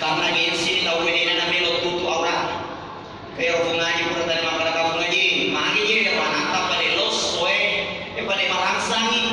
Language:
Buginese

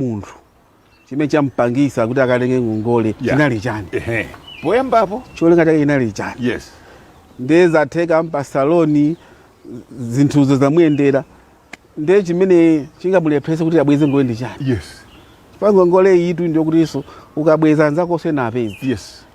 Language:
Nyanja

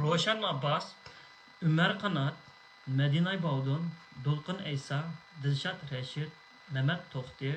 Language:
Uyghur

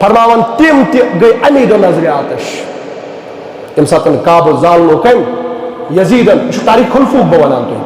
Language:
Kashmiri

